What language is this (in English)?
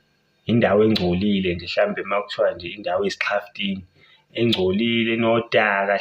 Zulu